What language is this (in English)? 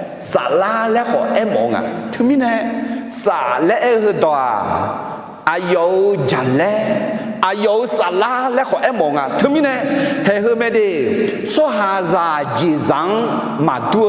Akha